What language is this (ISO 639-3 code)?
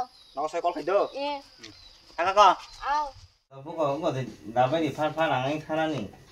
trp